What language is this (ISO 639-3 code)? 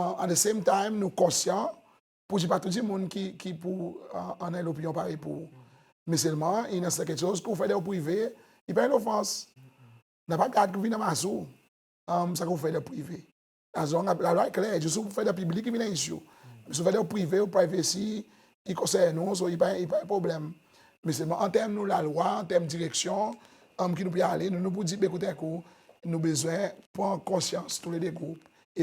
crs